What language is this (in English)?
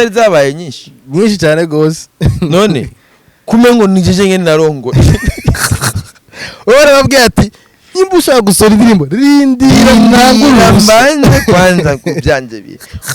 Rundi